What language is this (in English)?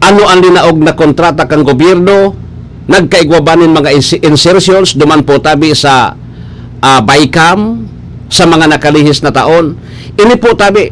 Bikol